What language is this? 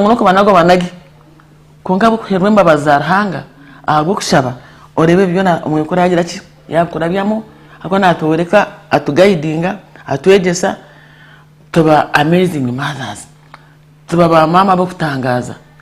Nyankole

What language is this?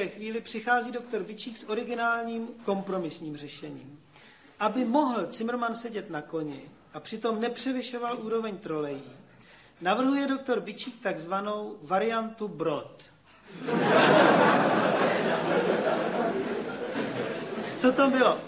Czech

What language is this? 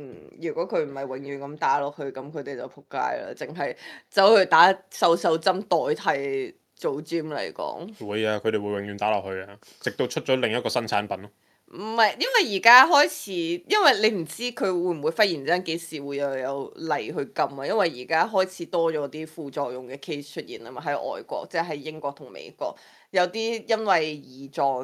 Cantonese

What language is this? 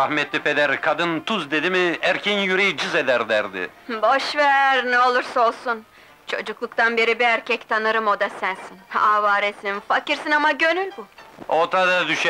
Turkish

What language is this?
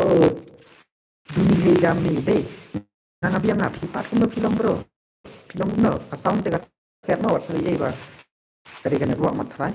Khasi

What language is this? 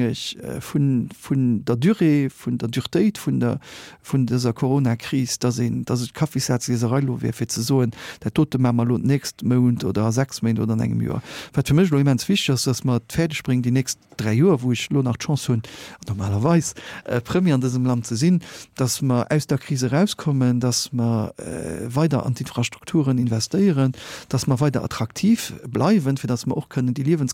Luxembourgish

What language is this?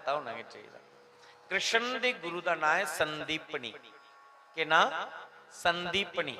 Dogri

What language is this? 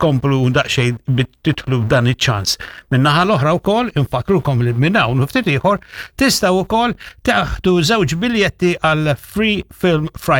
Maltese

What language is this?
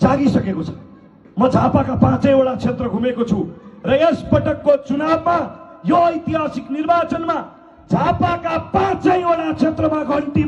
Nepali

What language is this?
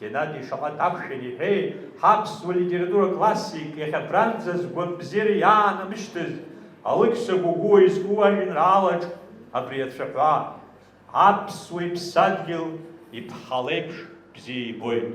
Abkhazian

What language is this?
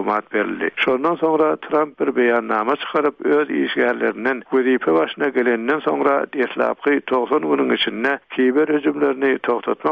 Turkmen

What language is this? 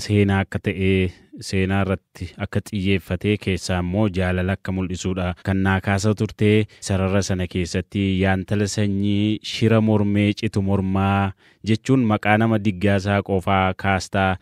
Oromo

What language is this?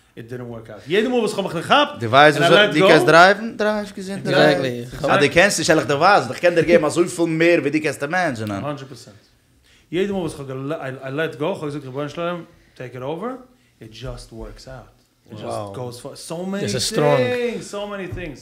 Yiddish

